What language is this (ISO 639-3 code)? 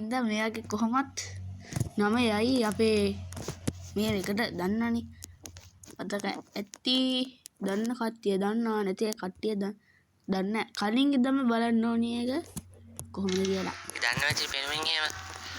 sin